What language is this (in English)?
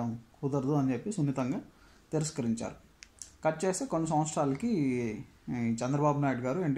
Telugu